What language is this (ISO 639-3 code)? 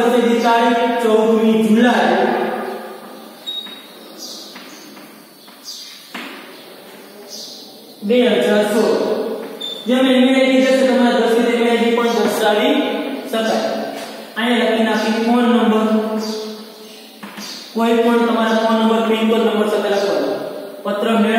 guj